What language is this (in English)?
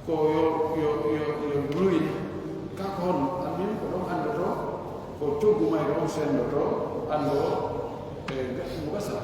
Pular